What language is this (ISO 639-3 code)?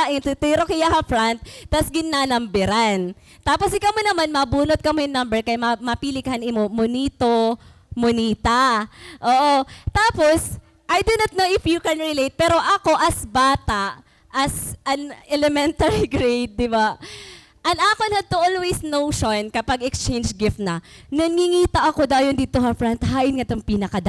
war